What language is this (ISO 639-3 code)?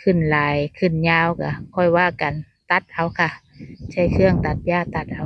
tts